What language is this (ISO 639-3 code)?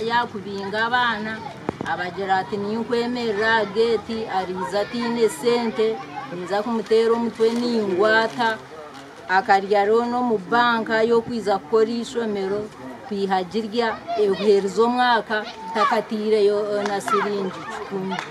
nyn